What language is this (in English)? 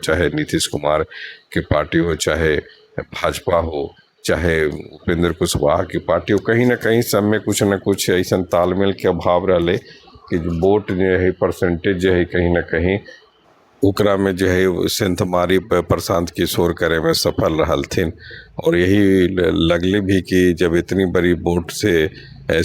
Magahi